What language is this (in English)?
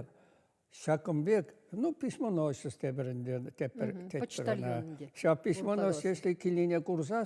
Chuvash